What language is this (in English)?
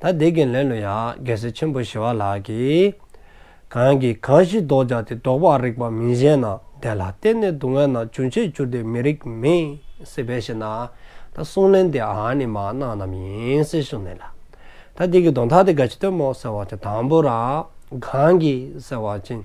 Dzongkha